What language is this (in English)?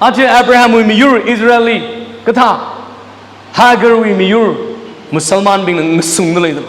Tangkhul Naga (India)